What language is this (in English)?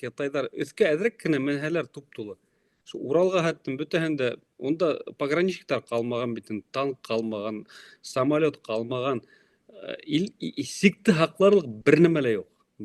Bashkir